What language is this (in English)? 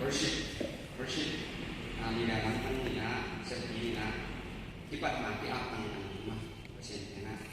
Tedim Chin